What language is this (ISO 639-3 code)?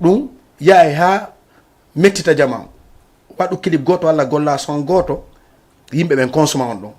ful